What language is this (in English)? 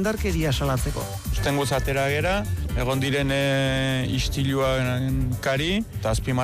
Basque